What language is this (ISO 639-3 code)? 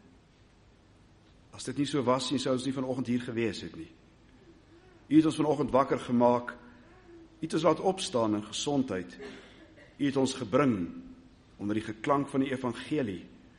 afr